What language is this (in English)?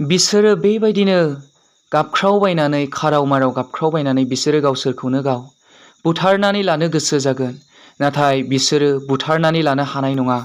Bodo